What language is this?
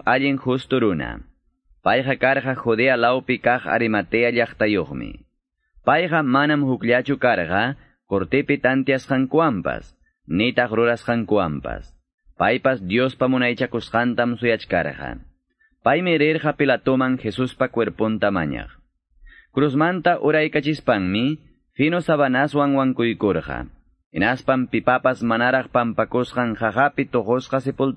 Quechua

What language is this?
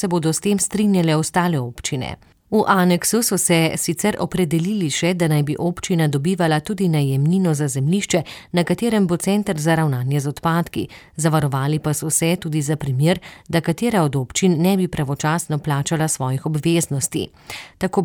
Slovenian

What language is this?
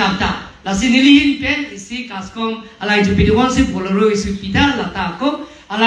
Karbi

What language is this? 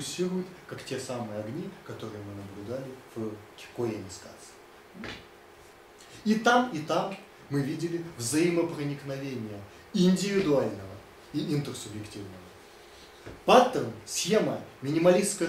Russian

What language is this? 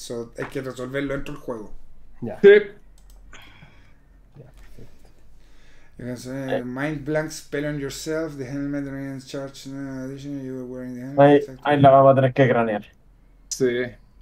Spanish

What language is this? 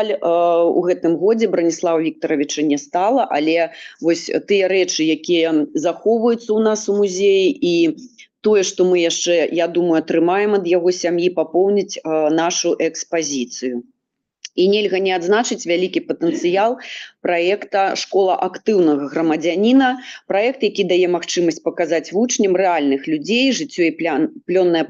Belarusian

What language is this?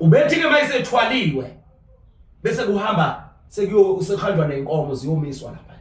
Zulu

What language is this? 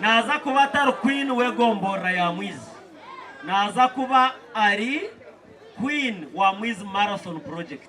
Nyankole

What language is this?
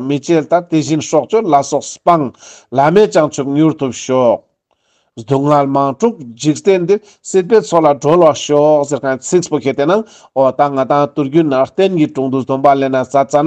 Ladakhi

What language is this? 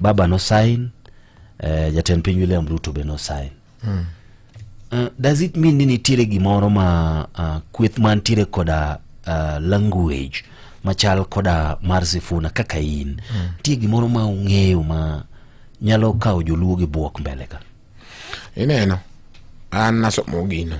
Luo (Kenya and Tanzania)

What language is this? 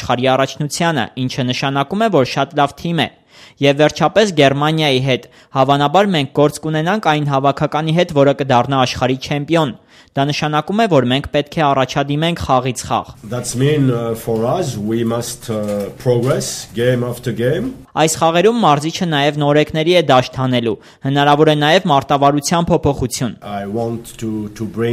Armenian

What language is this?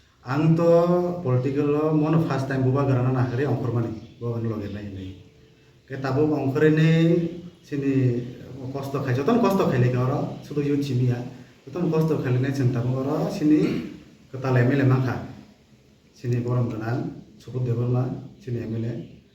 Kok Borok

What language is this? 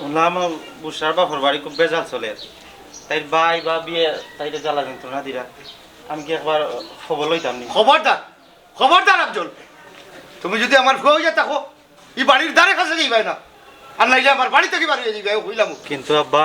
Sylheti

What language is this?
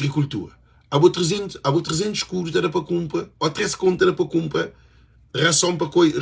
Kabuverdianu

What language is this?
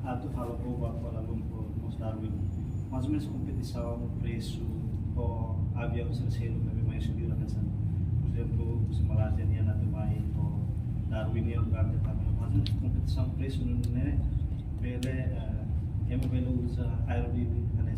Tetum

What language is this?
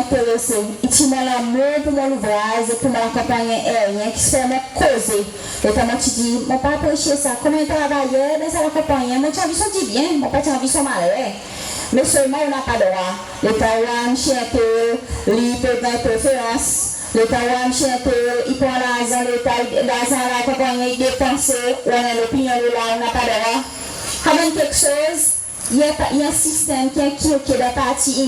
Seselwa Creole French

